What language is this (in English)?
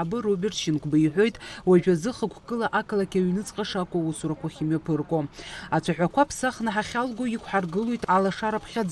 Abkhazian